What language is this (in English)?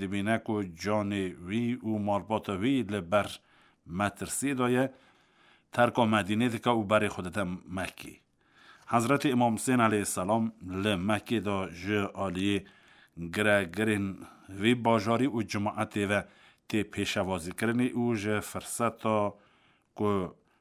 Kurdish